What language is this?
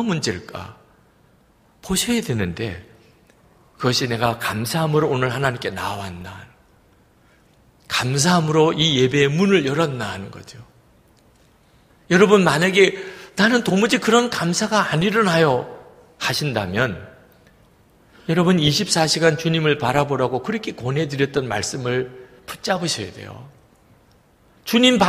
Korean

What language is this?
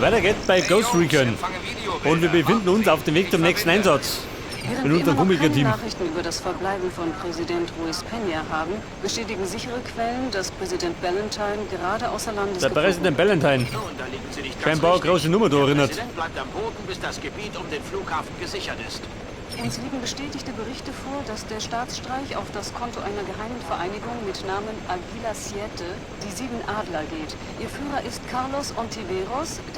Bavarian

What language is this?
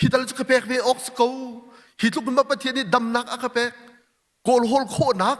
Hakha Chin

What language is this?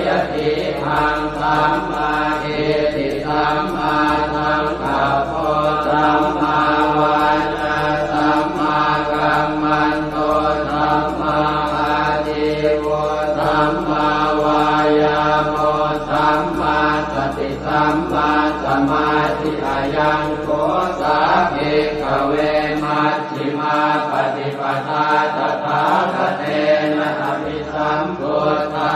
Pali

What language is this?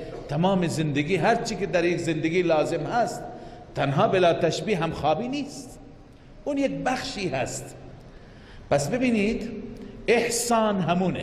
Persian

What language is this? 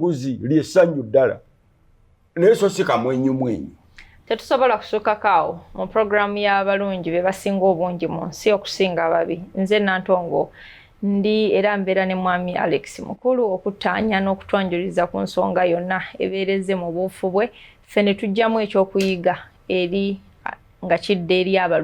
Ganda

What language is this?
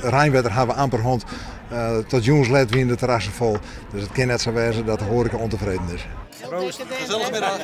Western Frisian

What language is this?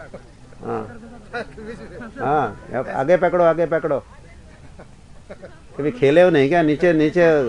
Hindi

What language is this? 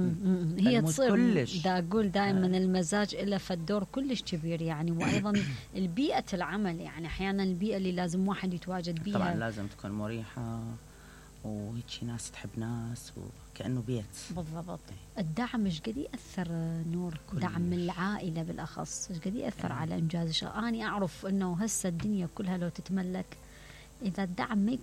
Mesopotamian Arabic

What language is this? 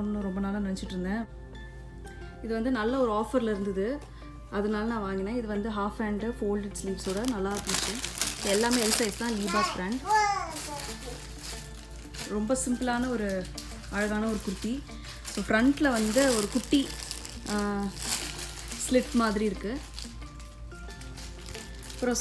Tamil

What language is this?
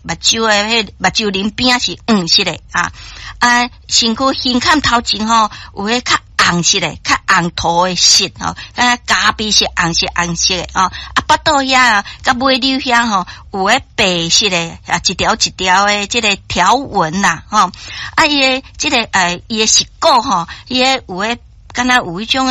Min Nan Chinese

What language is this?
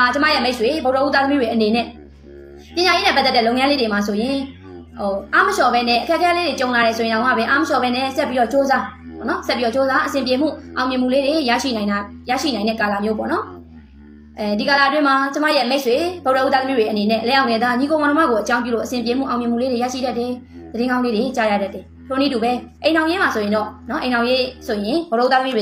Burmese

